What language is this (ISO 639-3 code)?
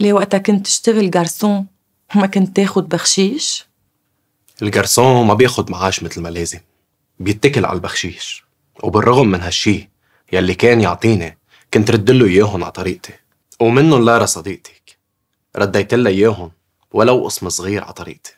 apc